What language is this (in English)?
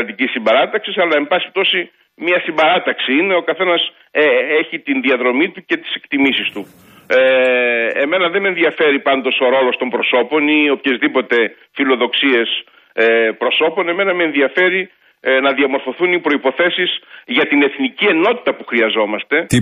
Greek